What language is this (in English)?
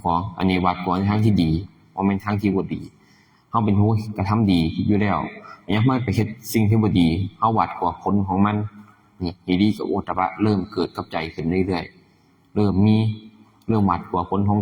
Lao